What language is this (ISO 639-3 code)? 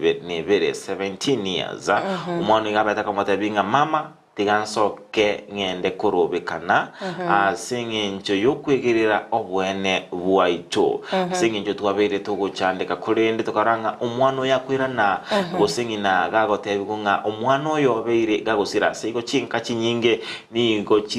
guz